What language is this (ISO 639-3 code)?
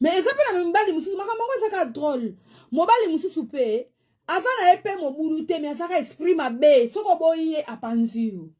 lin